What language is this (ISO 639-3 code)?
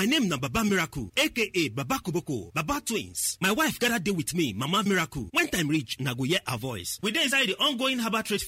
pcm